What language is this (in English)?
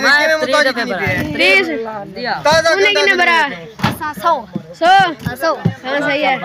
Saraiki